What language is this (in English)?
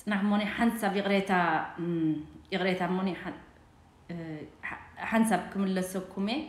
Tigrinya